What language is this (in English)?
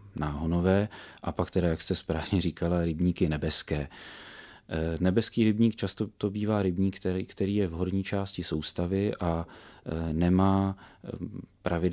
Czech